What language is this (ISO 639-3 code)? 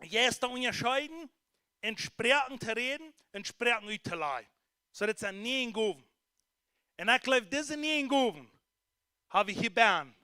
pdt